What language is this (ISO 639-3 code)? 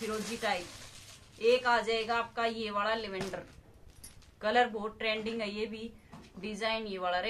hin